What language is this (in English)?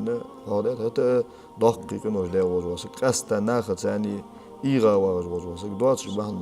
Ingush